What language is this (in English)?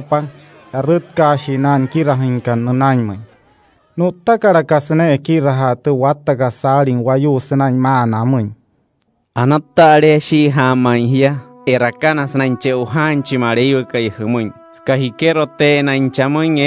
Wayuu